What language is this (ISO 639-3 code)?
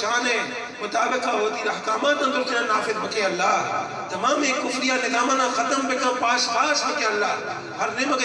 bgp